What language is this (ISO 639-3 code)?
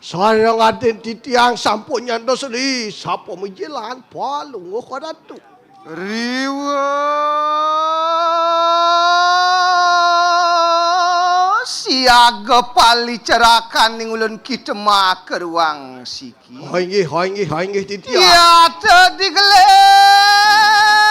ban